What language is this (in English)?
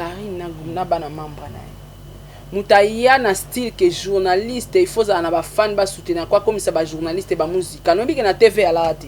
Lingala